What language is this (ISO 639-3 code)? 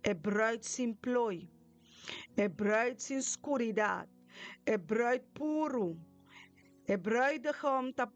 pap